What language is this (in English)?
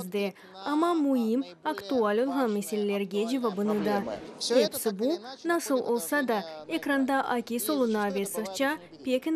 Crimean Tatar